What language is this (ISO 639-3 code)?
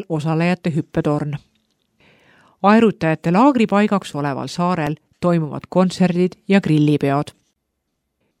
est